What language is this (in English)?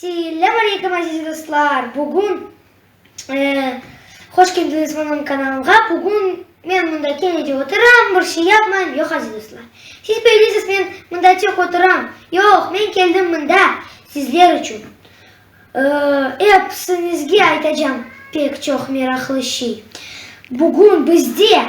Crimean Tatar